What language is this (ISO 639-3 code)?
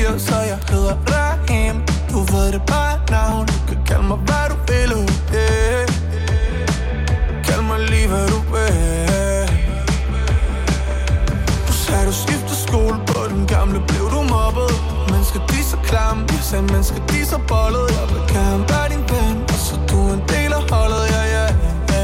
dan